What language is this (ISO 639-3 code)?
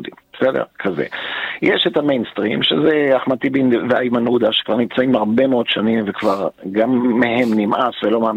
heb